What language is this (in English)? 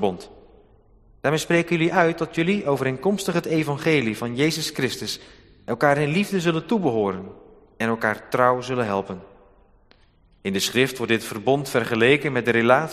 Dutch